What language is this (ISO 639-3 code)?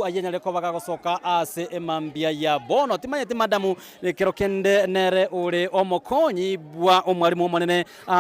guz